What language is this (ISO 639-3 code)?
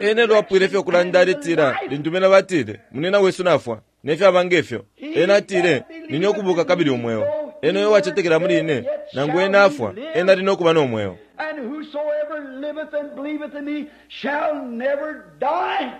bem